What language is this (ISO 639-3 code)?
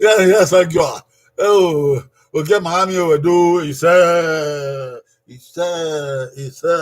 bin